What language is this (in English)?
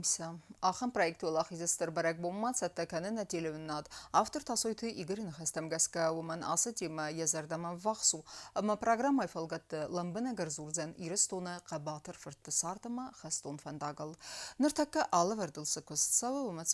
Ossetic